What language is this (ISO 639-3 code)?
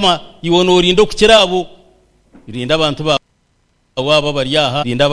nyn